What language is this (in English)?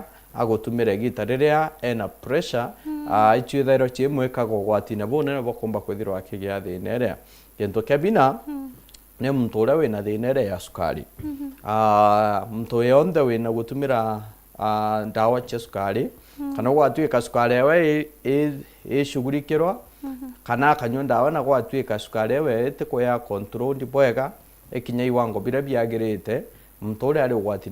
Meru